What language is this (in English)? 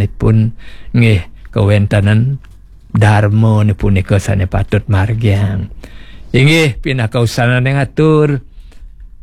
Balinese